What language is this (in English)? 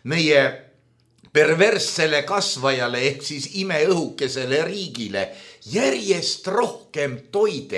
Estonian